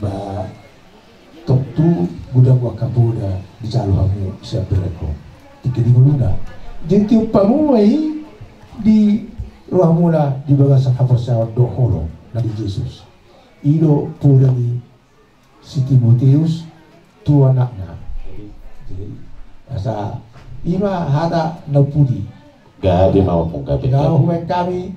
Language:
Batak Toba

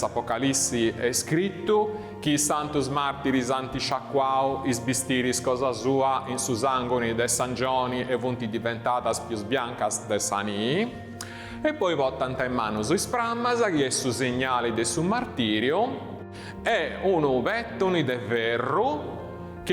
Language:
Sardinian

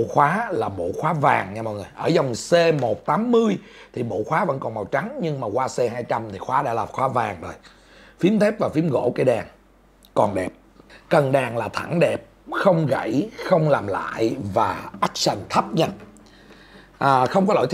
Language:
Vietnamese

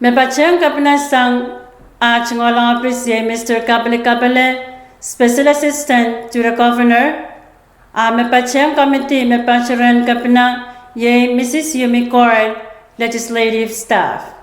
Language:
Pohnpeian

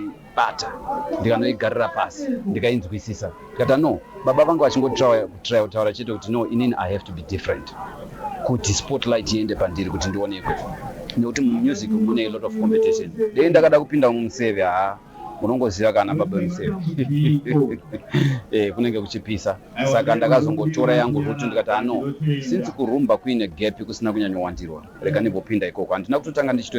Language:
Shona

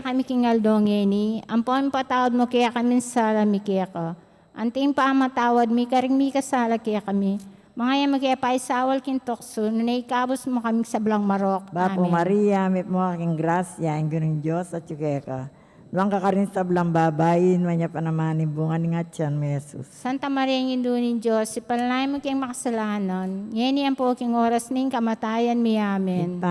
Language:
Pampanga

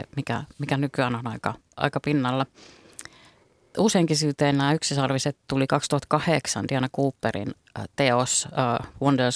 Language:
Finnish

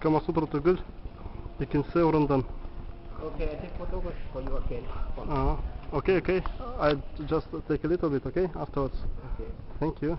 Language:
Bashkir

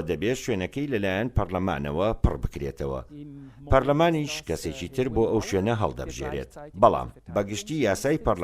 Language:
Central Kurdish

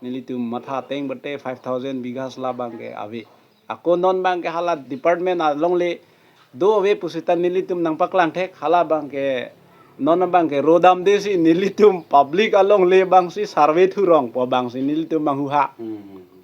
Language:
Karbi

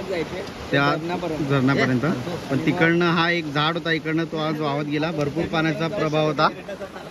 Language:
Marathi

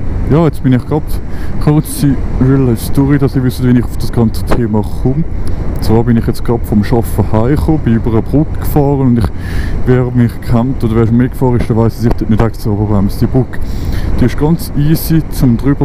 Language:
Swiss German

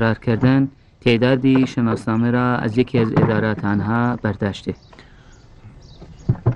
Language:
Persian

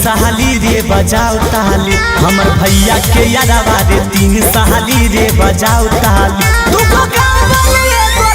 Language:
Magahi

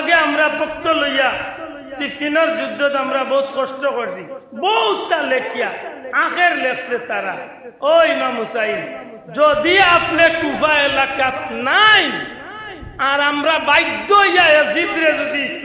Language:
Sylheti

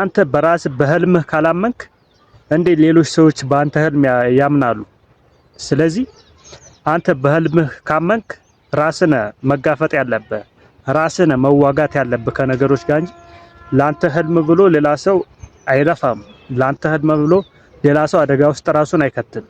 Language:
Amharic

